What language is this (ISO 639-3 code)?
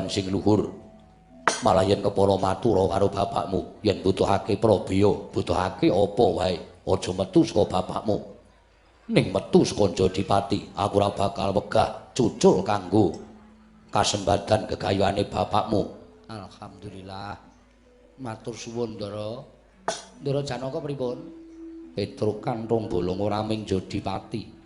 jav